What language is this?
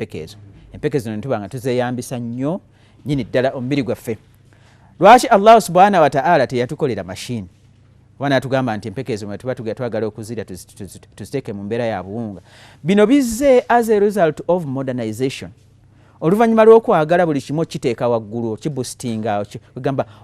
Ganda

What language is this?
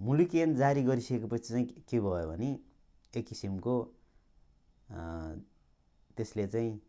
Nepali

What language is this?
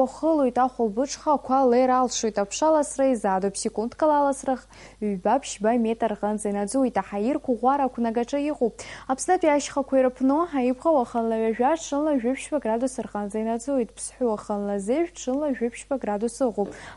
Abkhazian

